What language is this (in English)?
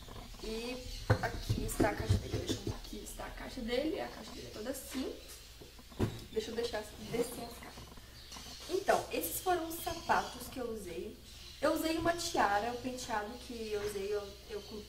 Portuguese